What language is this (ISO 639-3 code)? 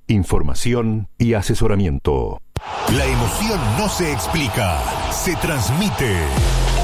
spa